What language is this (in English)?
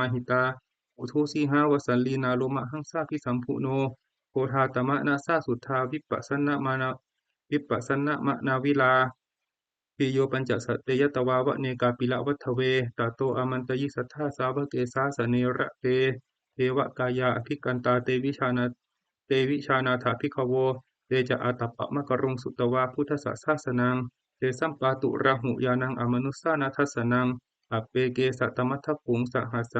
Pali